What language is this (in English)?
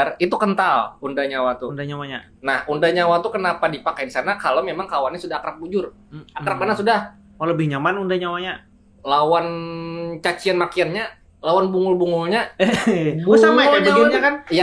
Banjar